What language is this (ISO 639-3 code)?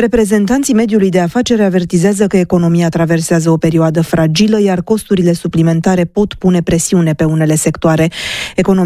ron